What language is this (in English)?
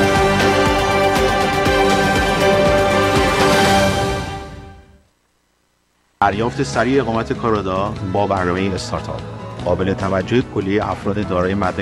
Persian